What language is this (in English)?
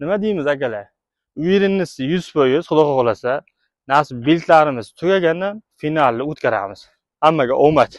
Uzbek